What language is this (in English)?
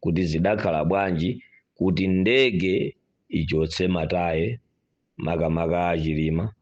Nyanja